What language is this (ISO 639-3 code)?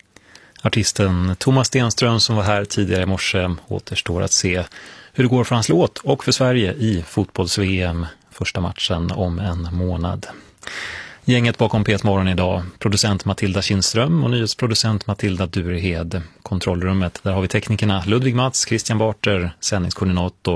swe